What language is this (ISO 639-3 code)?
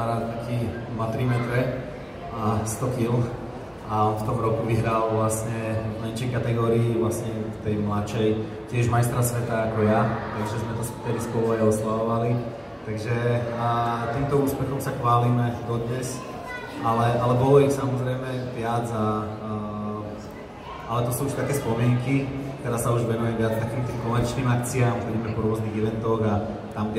slk